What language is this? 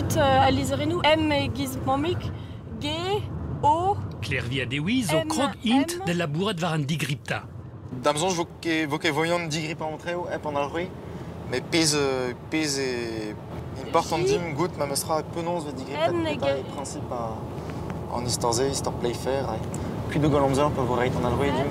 Breton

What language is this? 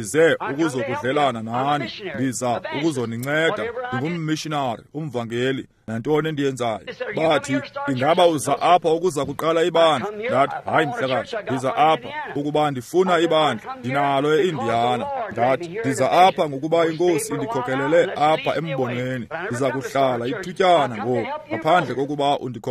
Xhosa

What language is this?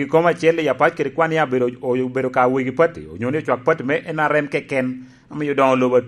Lango (Uganda)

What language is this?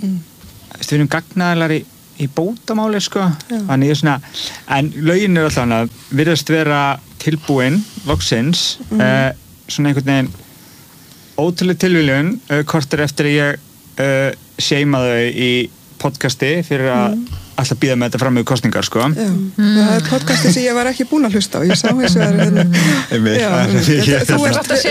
Icelandic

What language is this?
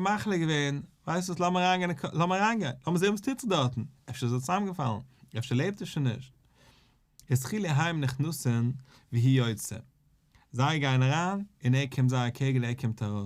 Yiddish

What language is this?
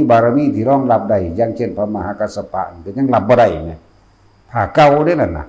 Northeastern Thai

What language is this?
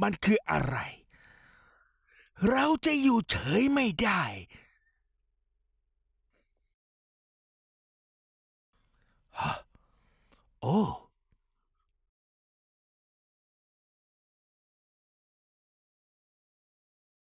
Thai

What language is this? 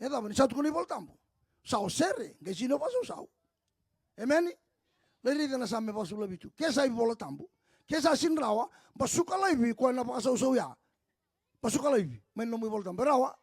Fijian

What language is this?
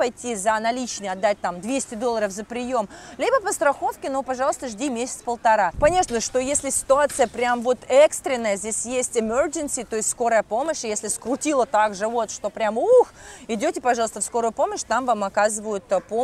Russian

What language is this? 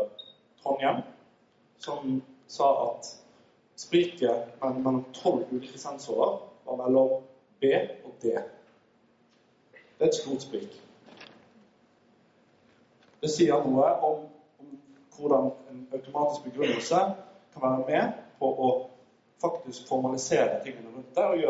Norwegian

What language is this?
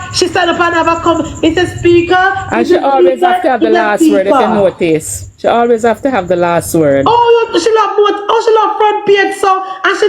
Jamaican Creole English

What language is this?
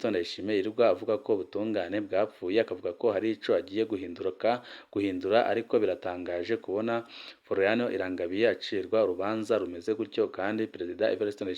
Rundi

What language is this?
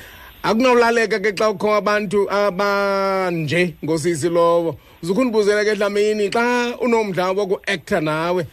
Xhosa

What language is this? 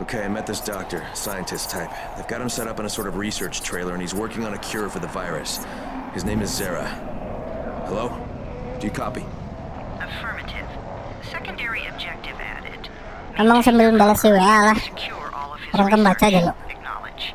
Banjar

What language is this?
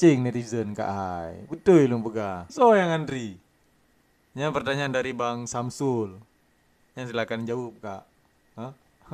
Achinese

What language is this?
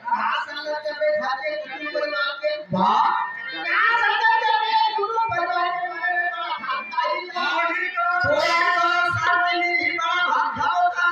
Chhattisgarhi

